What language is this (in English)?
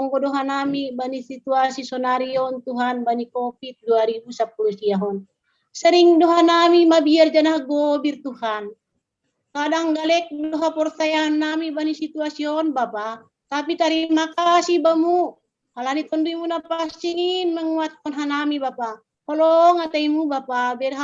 Batak Simalungun